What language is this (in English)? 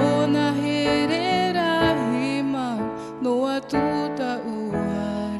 Tahitian